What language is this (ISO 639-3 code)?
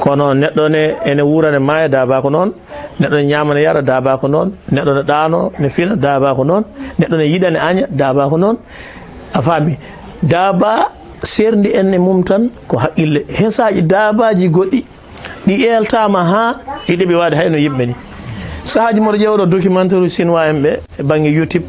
ful